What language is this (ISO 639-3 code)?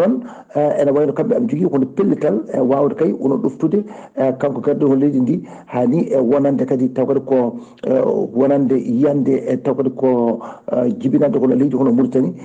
ful